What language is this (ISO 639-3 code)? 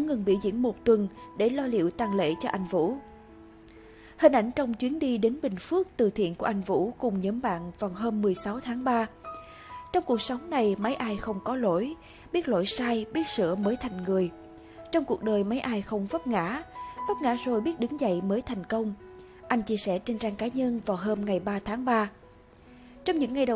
vie